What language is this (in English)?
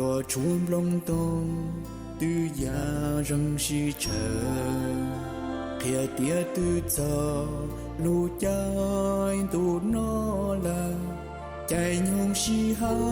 Hmong